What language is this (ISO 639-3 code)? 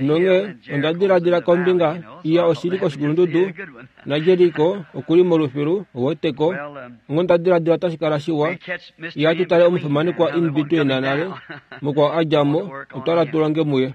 kua